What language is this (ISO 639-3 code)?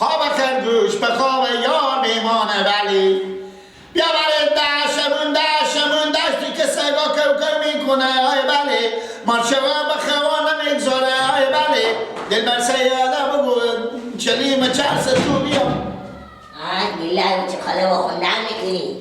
fas